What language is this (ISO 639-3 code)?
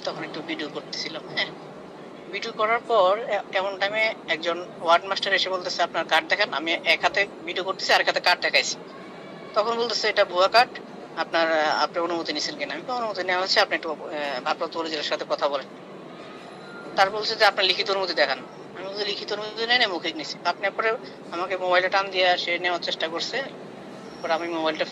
ben